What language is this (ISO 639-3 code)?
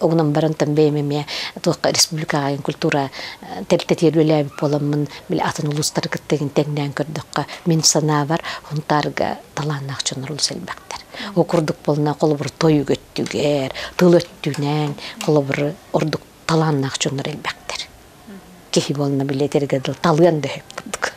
sah